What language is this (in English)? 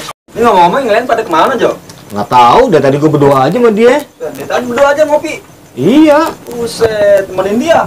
Betawi